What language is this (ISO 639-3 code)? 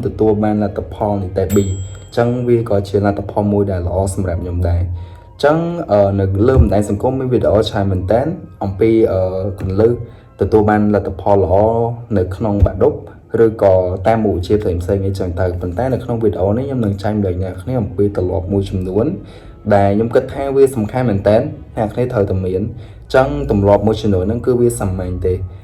khm